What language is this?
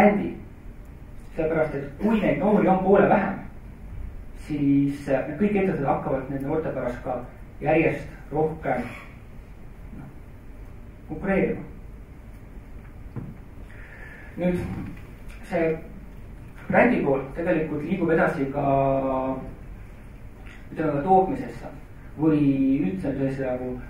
Estonian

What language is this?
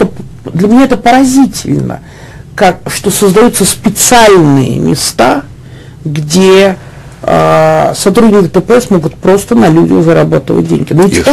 Russian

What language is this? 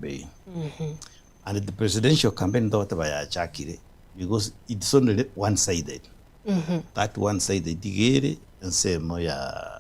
Gusii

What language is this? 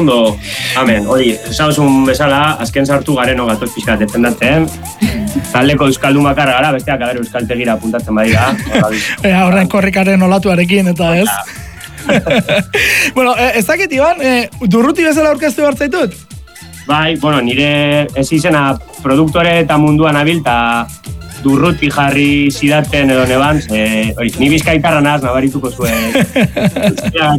Basque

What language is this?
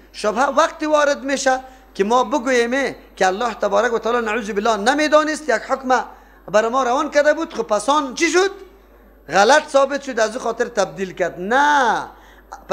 Persian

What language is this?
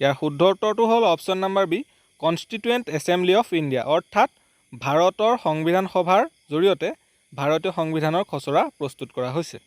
Assamese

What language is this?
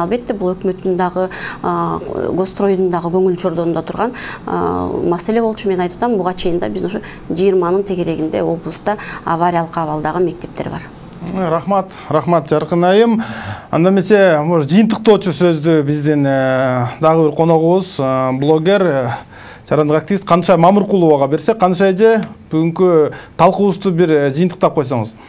Kyrgyz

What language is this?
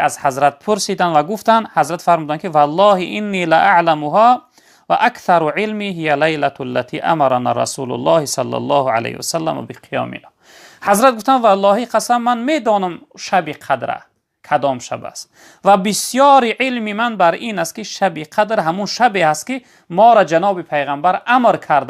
Tajik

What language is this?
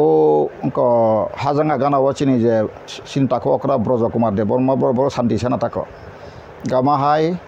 Kok Borok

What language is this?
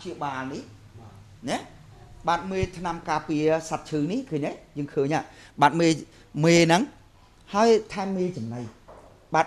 Khmer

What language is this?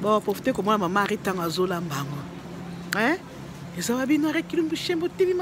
Lingala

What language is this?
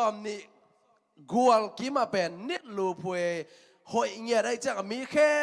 Tedim Chin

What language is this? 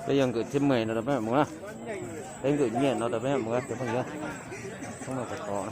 Hmong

